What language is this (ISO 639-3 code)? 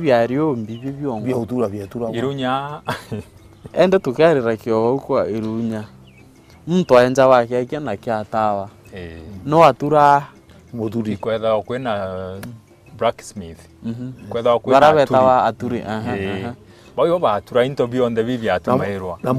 mer